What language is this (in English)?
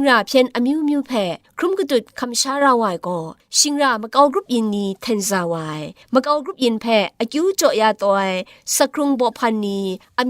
Kachin